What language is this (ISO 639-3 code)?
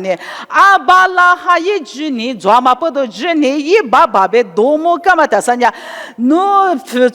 lis